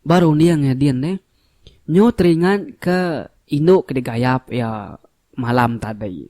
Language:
Iban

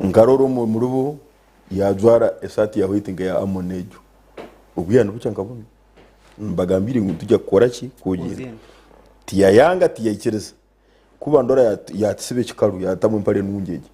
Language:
Nyankole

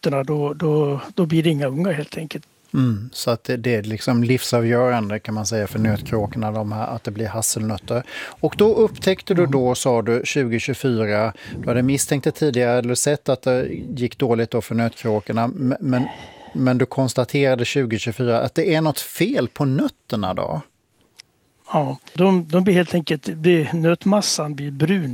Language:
Swedish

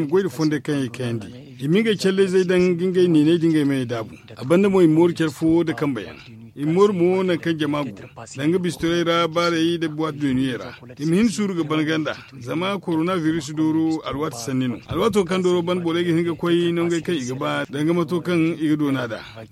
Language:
Zarma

